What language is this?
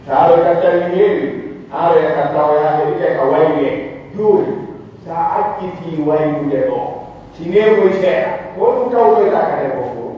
Pular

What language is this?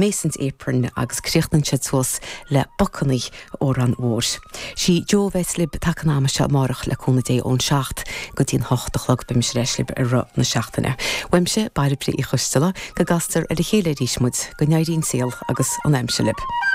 Irish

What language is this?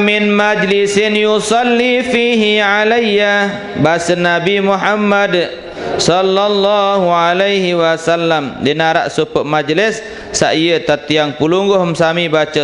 Sasak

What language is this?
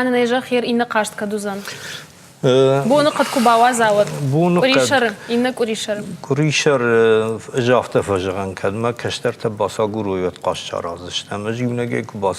Ossetic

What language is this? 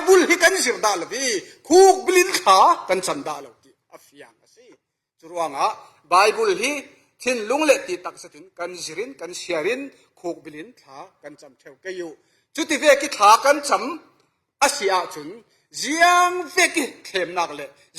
Falam Chin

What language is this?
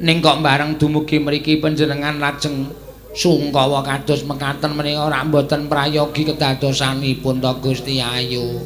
Javanese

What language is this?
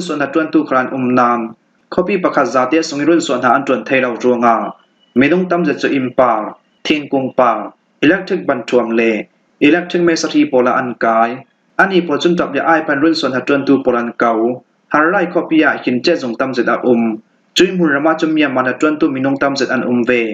Falam Chin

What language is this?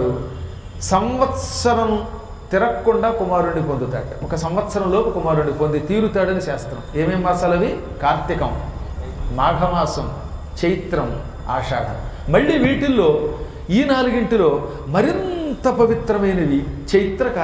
Telugu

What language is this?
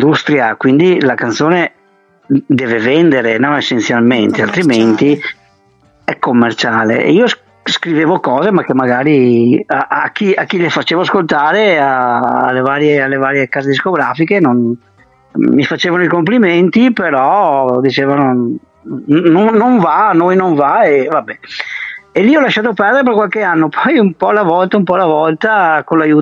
Italian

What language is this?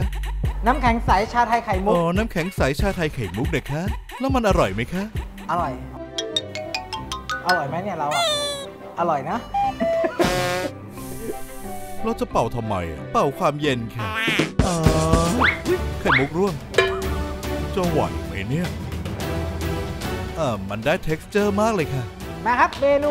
Thai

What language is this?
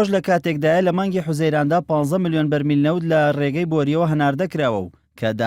Central Kurdish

